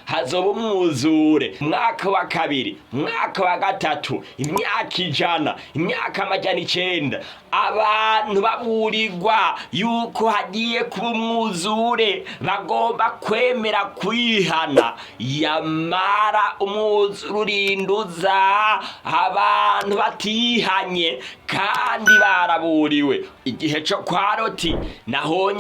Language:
Rundi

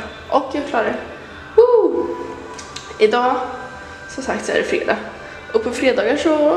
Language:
Swedish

